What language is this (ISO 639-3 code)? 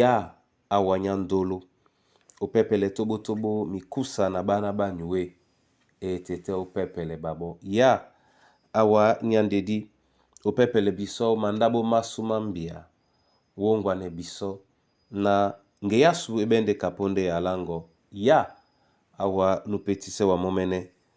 dua